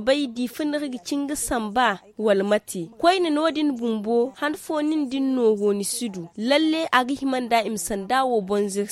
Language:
Zarma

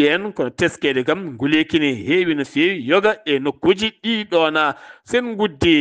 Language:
Fula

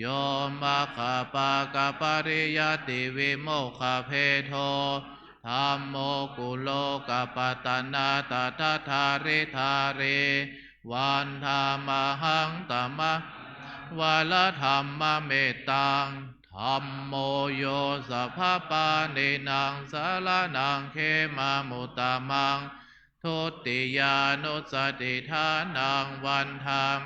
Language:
Pali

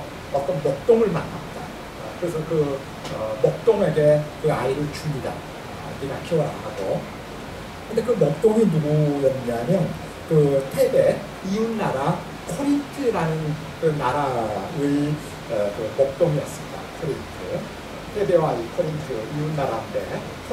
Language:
Korean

